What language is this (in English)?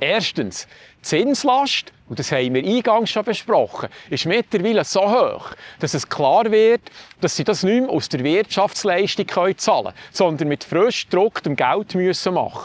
Swiss German